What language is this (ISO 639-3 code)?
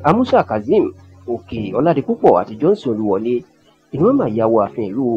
yor